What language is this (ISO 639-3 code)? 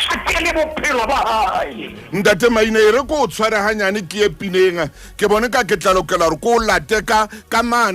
sot